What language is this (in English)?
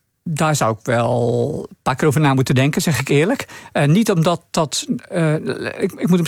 Dutch